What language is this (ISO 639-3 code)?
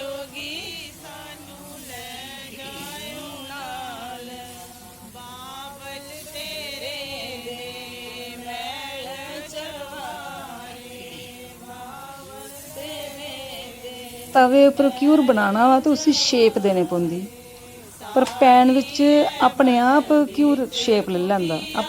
doi